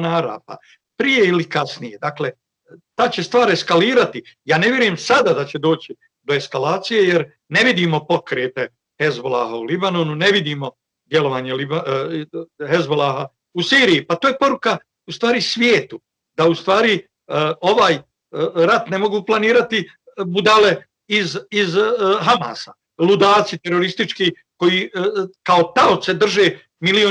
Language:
Bosnian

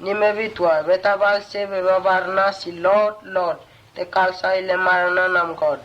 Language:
Mota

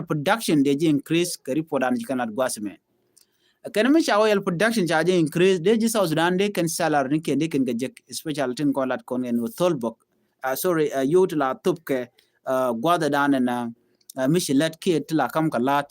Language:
Nuer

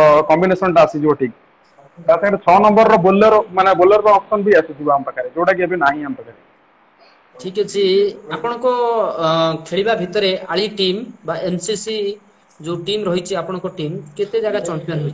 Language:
Odia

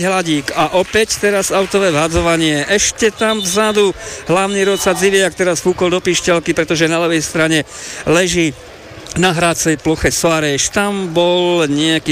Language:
Slovak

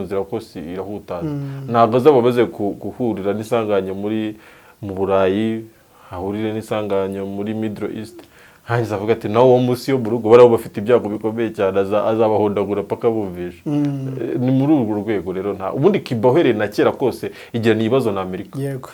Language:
Kinyarwanda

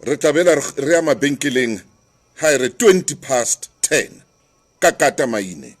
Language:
Southern Sotho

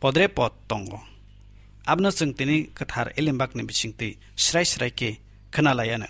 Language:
Kok Borok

